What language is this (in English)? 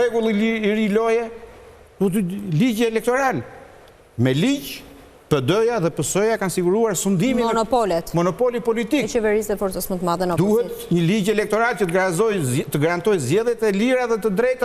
Albanian